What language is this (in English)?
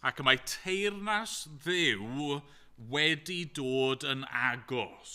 Welsh